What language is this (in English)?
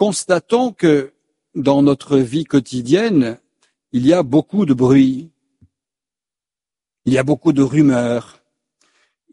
French